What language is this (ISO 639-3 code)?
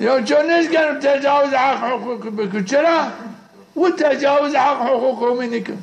zza